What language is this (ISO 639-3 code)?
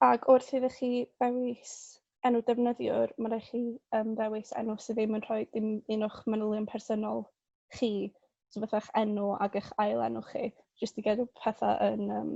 cym